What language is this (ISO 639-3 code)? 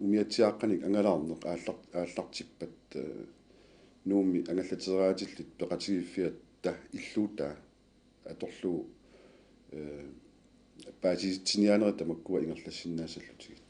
kal